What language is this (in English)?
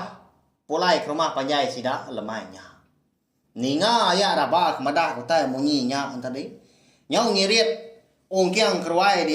Iban